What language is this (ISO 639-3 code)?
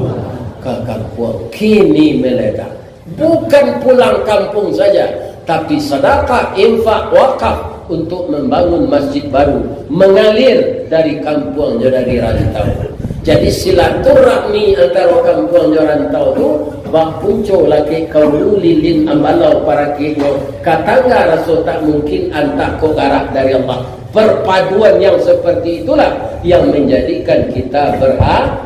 min